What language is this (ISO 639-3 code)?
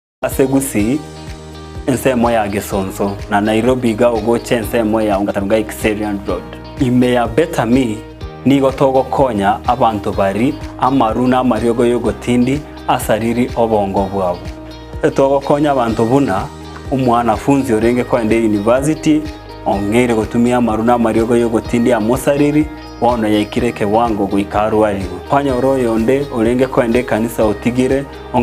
guz